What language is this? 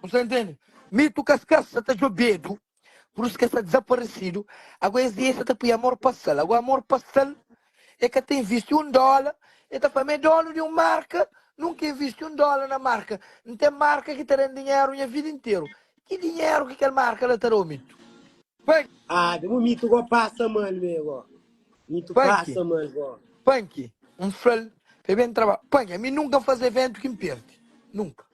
Kabuverdianu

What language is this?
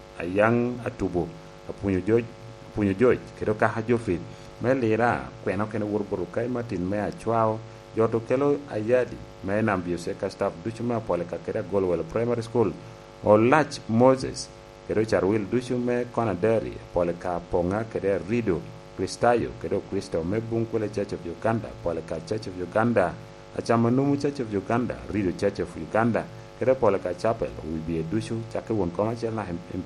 Lango (Uganda)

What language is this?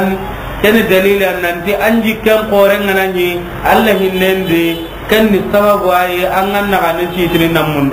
Soninke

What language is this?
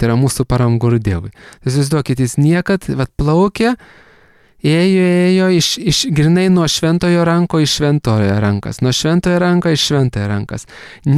Lithuanian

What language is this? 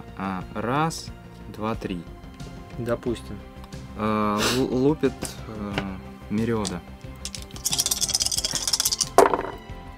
Russian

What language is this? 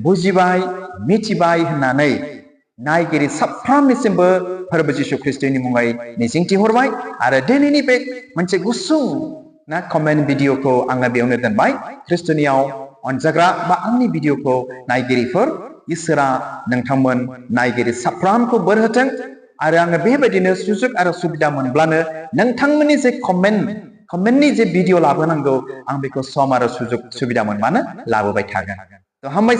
Bodo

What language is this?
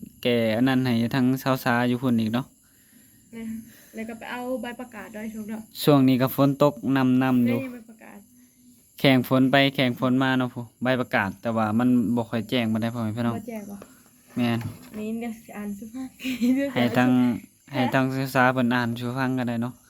Northeastern Thai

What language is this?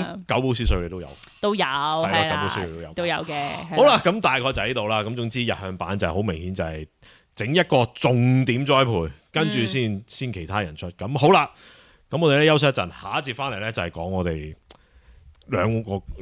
Cantonese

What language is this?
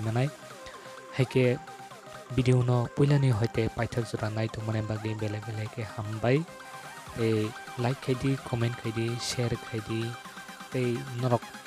Kok Borok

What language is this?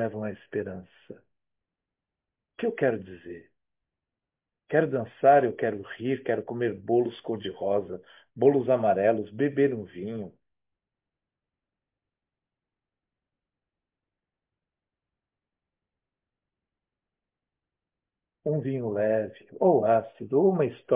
Portuguese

